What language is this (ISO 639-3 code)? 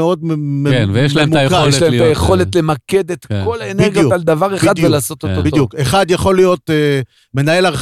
heb